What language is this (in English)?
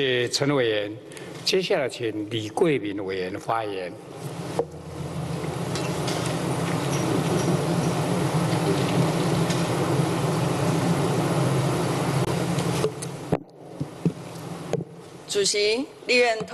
Chinese